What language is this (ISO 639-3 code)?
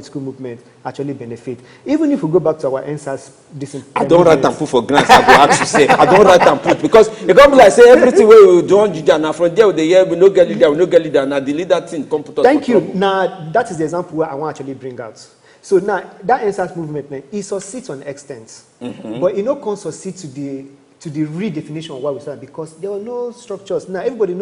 pcm